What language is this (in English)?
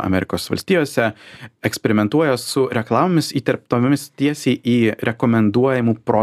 Lithuanian